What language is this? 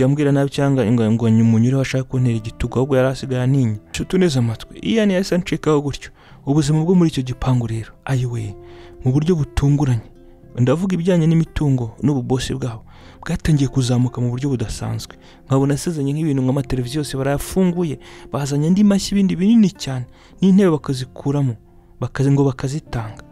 Kinyarwanda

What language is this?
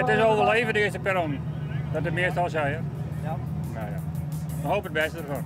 Western Frisian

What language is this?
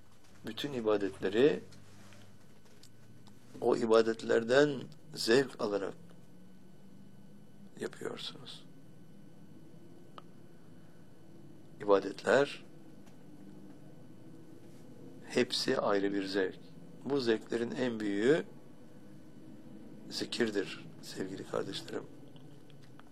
Turkish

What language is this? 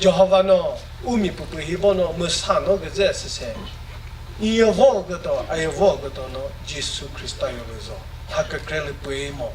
Chokri Naga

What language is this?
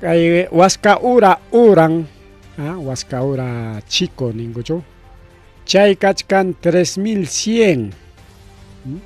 Ayacucho Quechua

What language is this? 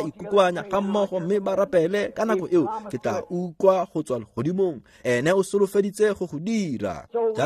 Tswana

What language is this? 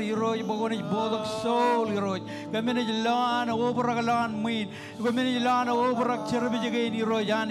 Marshallese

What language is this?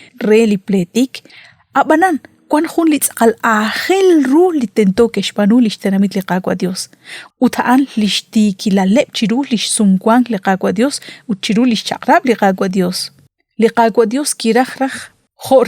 Kekchí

